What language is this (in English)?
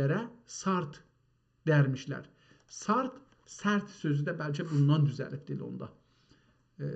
South Azerbaijani